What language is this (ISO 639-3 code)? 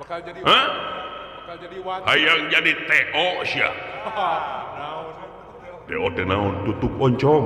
sun